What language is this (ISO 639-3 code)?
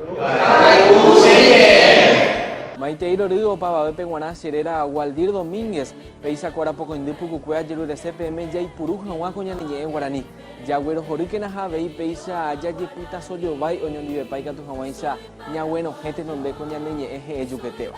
grn